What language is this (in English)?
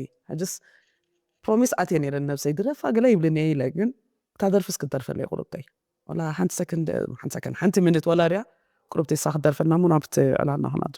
Tigrinya